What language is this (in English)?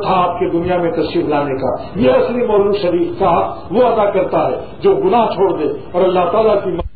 Urdu